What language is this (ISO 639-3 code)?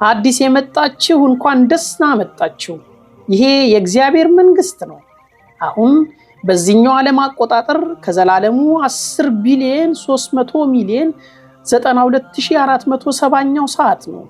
amh